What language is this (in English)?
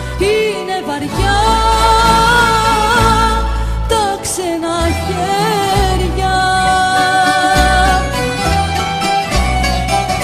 Greek